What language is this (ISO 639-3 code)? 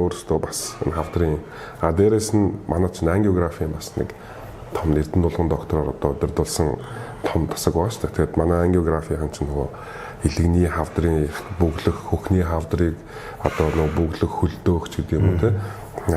mon